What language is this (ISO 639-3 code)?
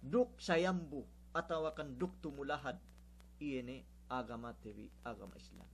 yka